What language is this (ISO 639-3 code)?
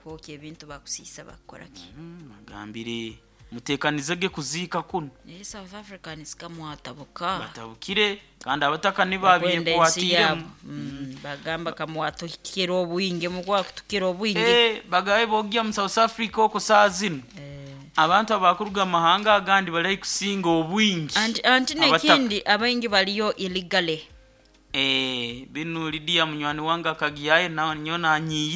nyo